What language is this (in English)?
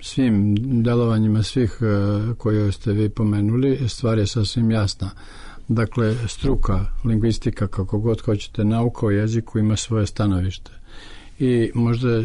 Serbian